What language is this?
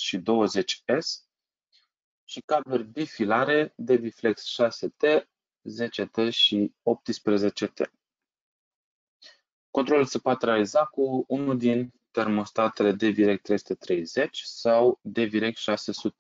Romanian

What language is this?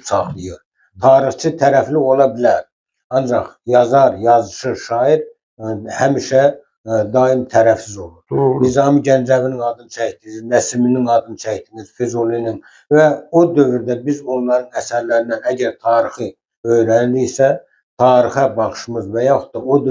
Azerbaijani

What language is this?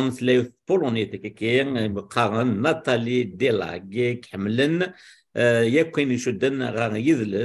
Kabyle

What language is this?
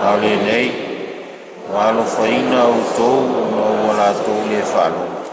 Samoan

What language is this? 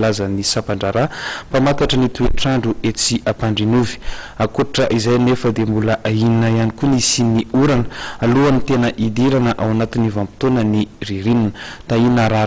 Malagasy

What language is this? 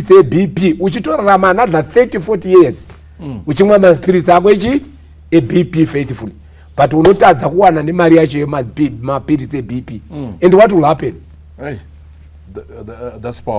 Shona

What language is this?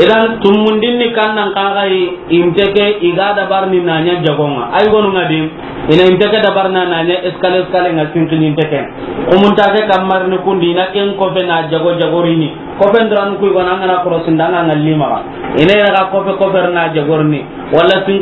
Soninke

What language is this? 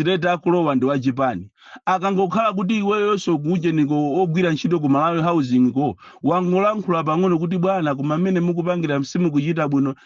Nyanja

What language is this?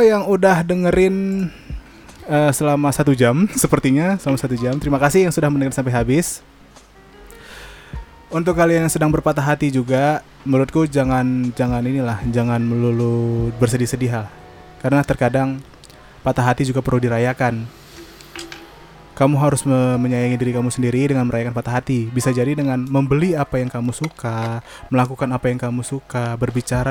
Indonesian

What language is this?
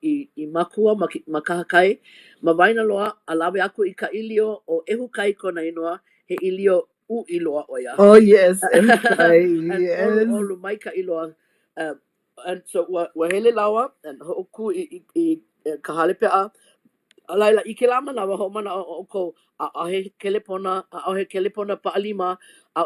Hawaiian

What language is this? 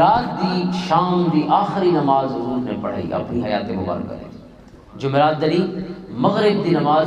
Western Panjabi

